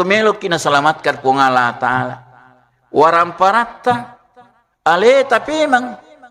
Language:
Buginese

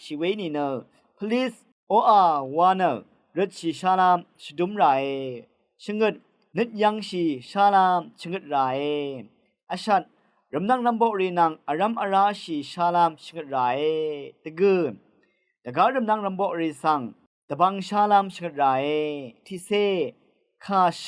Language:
Rawang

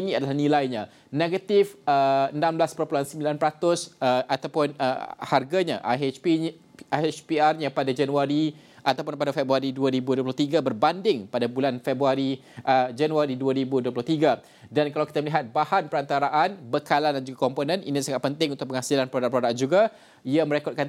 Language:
Malay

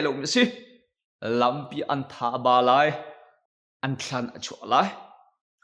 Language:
Hakha Chin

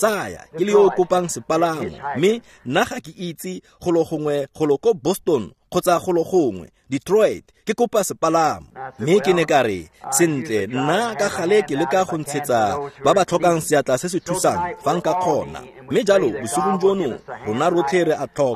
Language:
Tswana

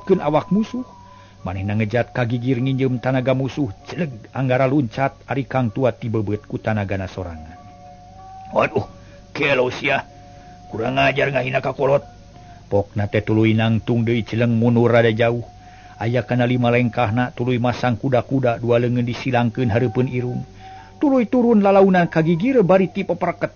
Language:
Sundanese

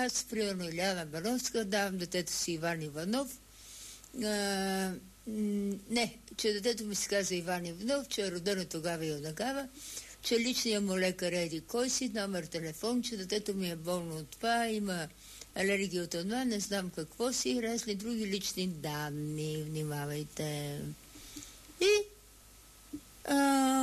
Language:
Bulgarian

